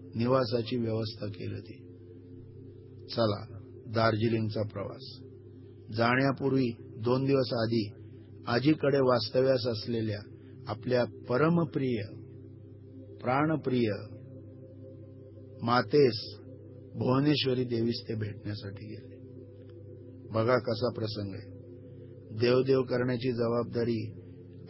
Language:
Marathi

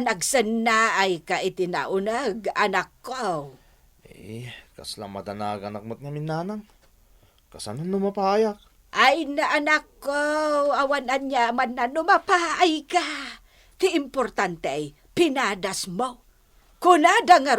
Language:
Iloko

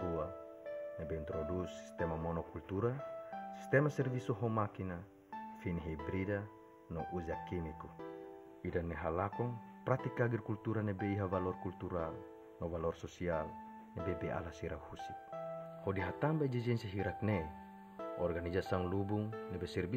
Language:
Tetum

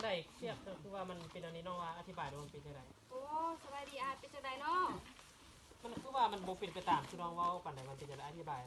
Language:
Lao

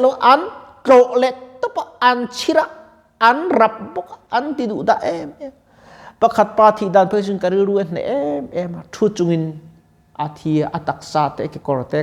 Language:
Mizo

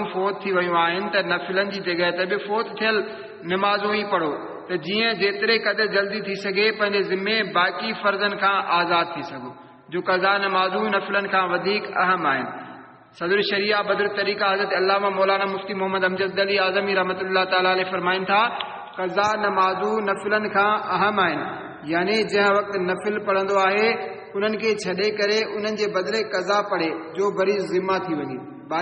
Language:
Sindhi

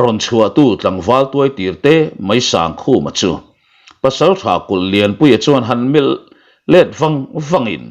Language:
Mizo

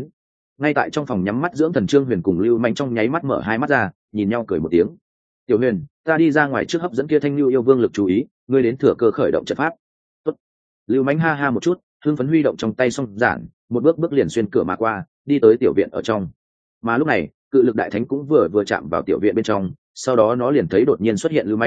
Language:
Vietnamese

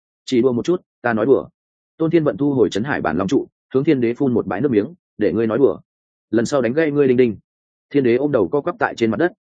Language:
Vietnamese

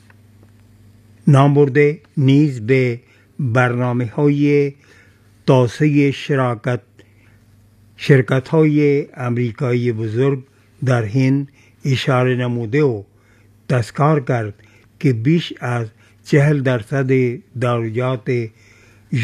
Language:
Persian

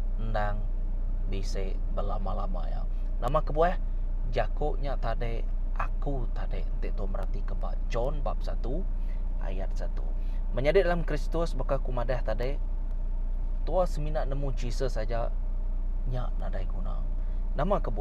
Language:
Iban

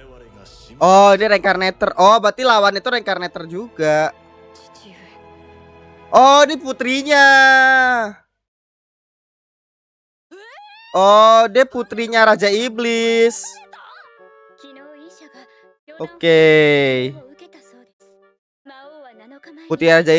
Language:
Indonesian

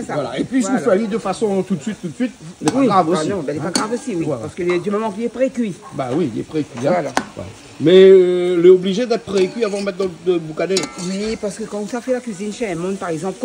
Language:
Réunion Creole French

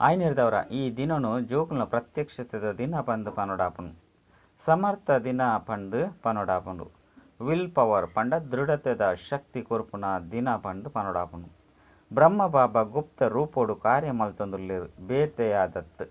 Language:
Tulu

